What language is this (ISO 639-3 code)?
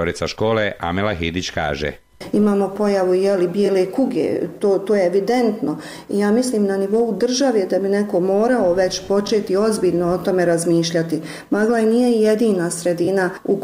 bos